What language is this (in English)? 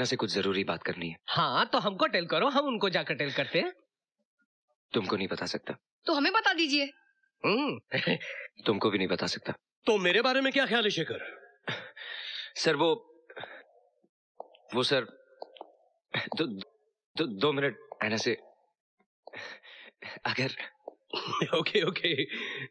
Hindi